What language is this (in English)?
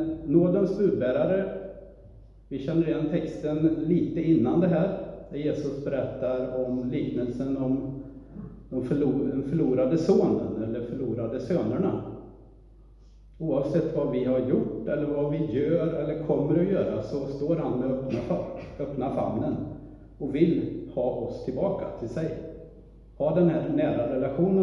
Swedish